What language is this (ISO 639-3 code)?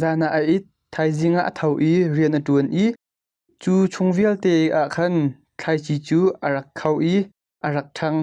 cnh